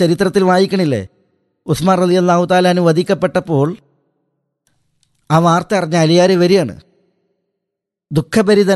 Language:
Malayalam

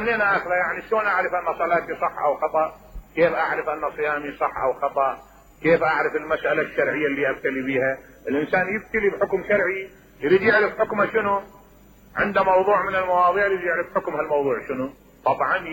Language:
Mesopotamian Arabic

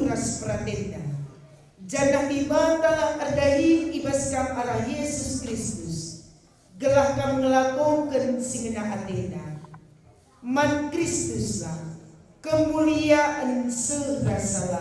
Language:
Batak Karo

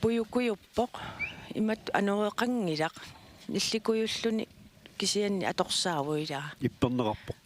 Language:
Kalaallisut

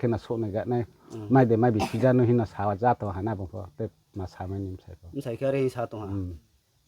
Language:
Riang (India)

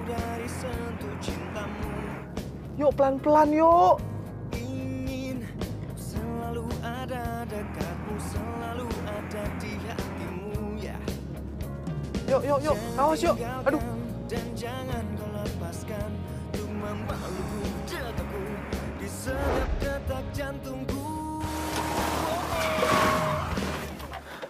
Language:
Indonesian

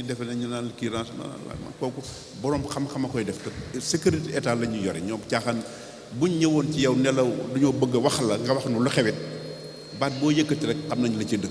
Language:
Wolof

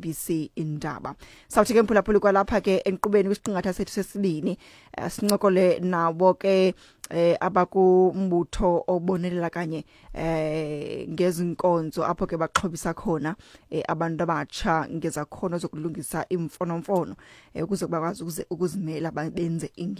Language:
Xhosa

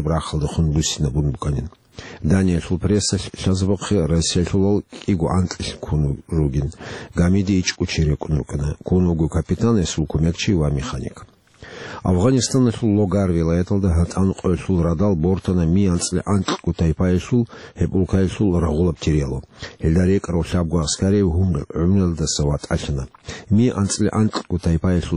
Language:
Avaric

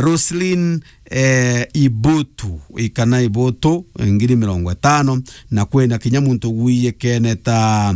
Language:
Meru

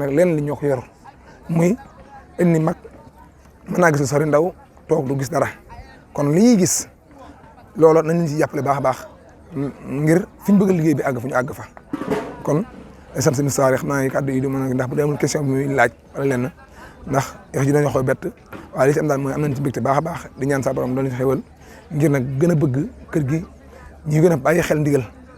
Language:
Wolof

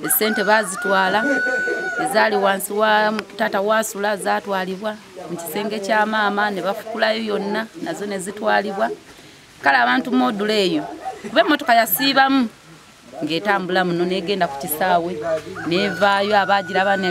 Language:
Ganda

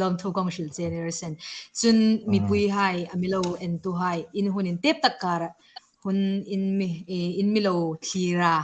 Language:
Hmar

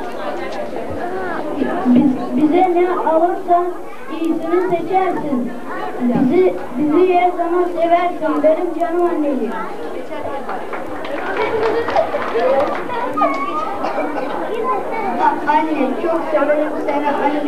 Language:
Turkish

